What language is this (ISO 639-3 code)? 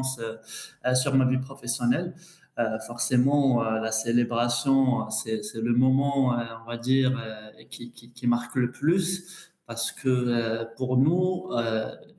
fra